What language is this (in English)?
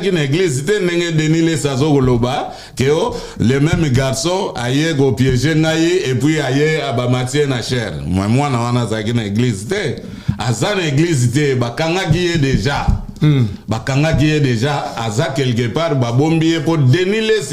Lingala